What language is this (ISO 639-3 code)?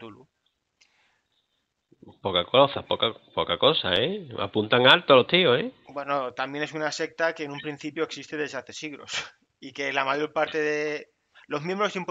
spa